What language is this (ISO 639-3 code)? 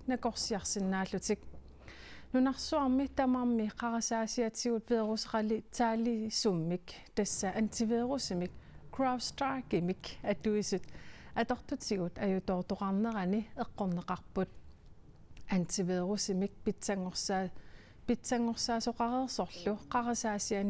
kal